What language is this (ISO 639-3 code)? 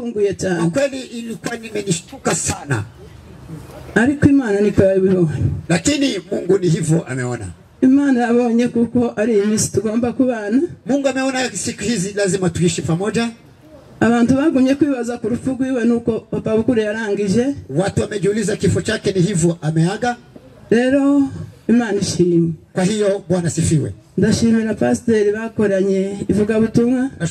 kin